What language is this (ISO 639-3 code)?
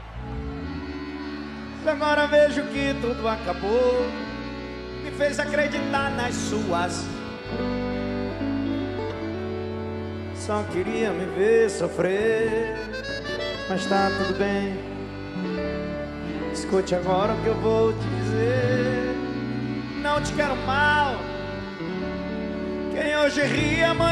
por